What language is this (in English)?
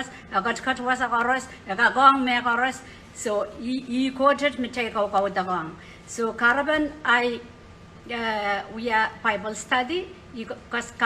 Pohnpeian